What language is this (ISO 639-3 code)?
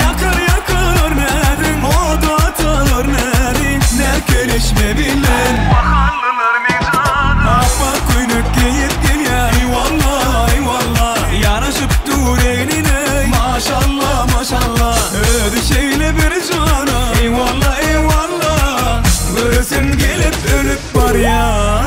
tuk